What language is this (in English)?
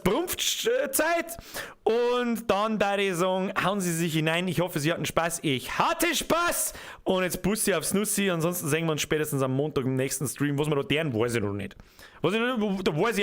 Bavarian